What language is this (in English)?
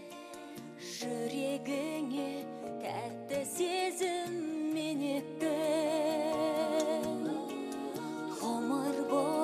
Kazakh